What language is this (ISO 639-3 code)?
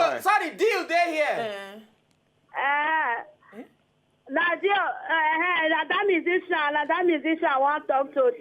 pcm